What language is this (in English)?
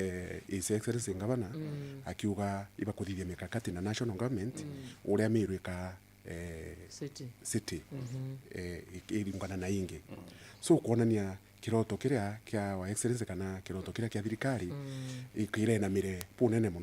Meru